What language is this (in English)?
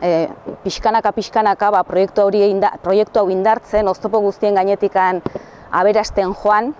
Basque